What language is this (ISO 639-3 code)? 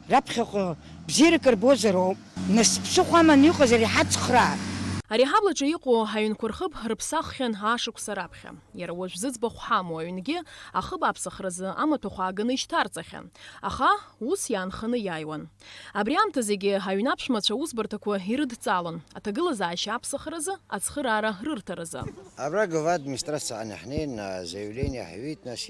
abk